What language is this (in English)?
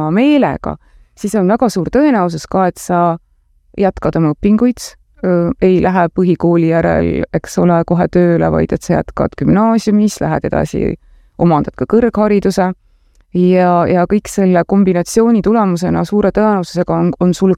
Estonian